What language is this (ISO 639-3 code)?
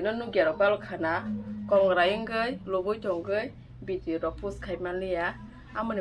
trp